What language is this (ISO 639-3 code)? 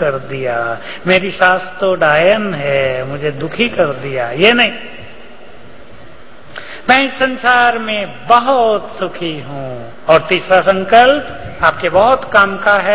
hin